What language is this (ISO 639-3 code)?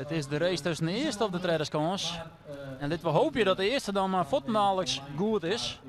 fry